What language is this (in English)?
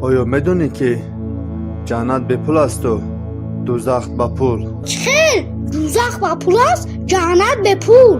Tajik